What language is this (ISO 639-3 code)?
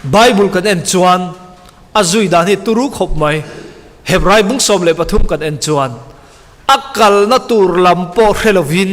lus